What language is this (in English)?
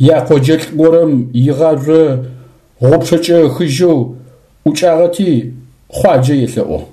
Adyghe